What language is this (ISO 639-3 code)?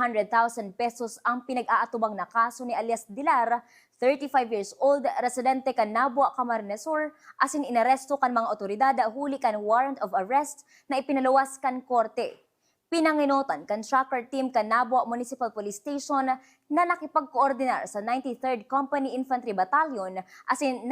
bik